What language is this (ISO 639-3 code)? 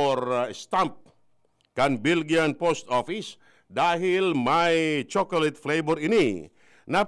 bik